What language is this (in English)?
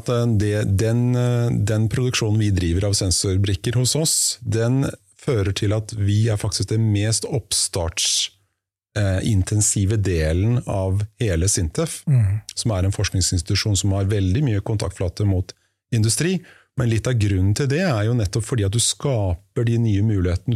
Norwegian